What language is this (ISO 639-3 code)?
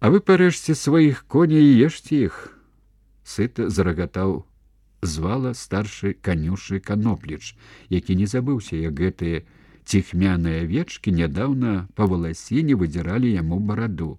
bel